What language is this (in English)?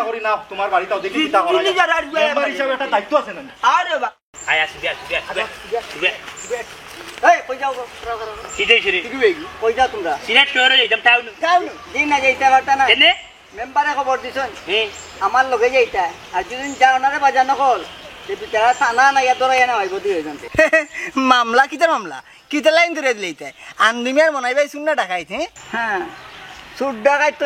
Sylheti